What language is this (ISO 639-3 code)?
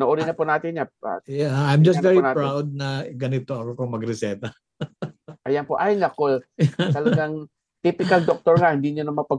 fil